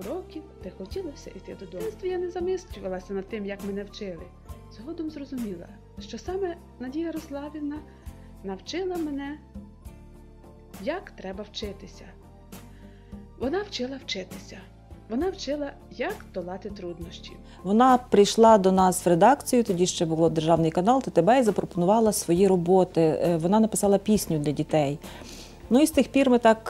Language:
Ukrainian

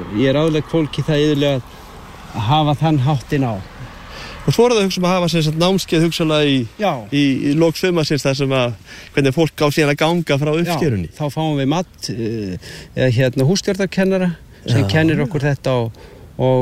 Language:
Icelandic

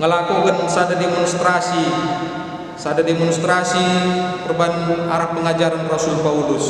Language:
Batak Karo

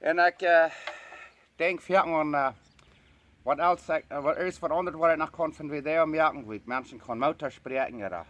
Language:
Plautdietsch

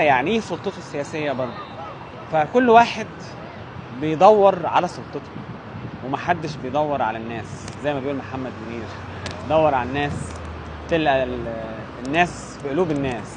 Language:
Egyptian Arabic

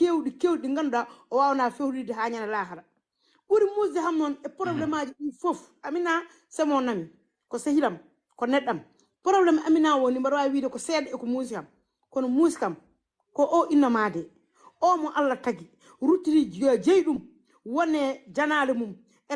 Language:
Fula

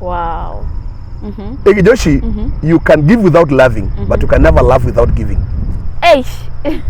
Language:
Masai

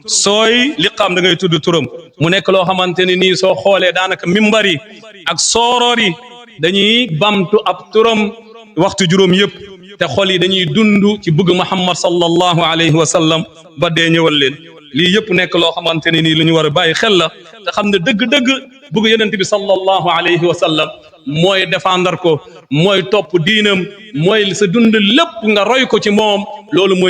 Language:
Wolof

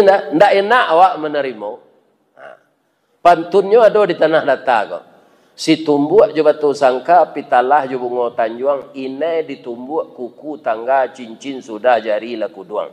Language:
Minangkabau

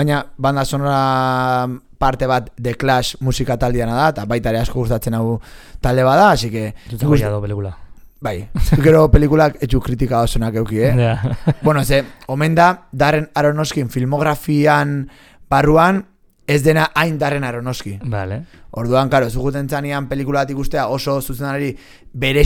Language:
Basque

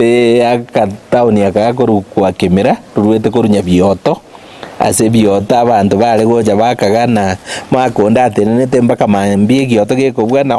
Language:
Gusii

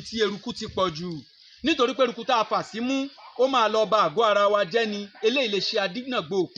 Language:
Yoruba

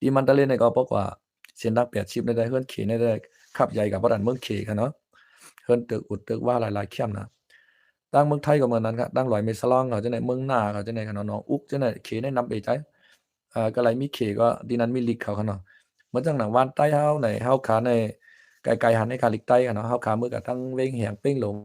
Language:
Shan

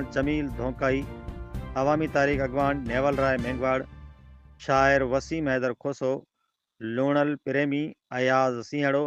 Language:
Sindhi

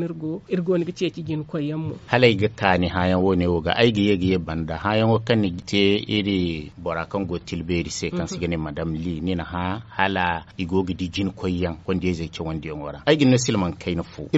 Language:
Zarma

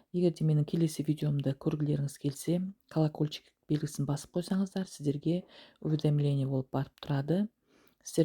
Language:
Kazakh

